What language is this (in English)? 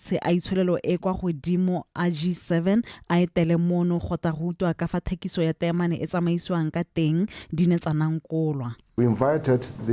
Tswana